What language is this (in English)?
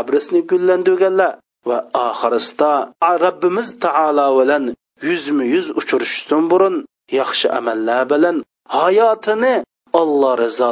Uyghur